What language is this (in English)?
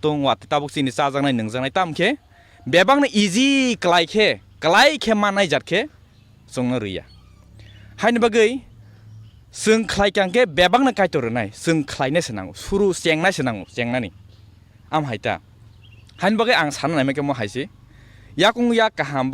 Kok Borok